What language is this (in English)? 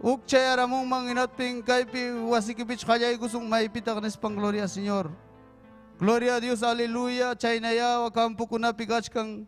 Ayacucho Quechua